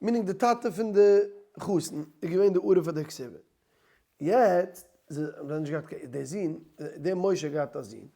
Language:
Yiddish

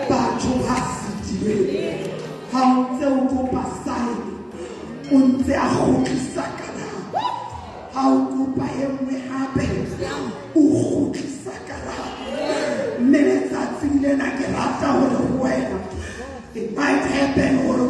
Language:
Southern Sotho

